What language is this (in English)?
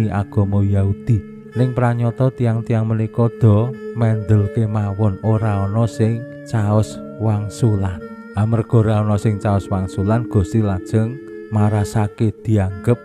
Javanese